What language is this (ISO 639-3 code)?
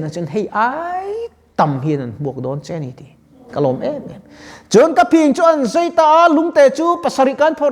lus